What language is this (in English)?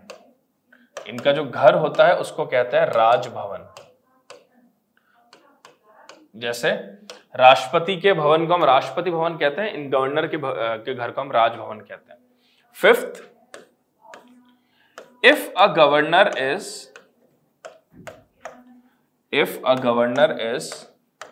Hindi